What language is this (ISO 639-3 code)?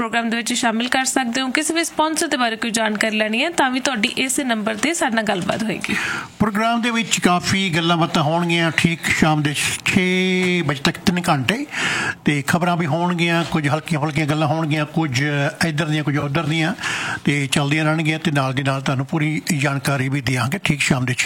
pan